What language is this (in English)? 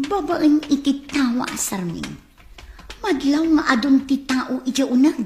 Iloko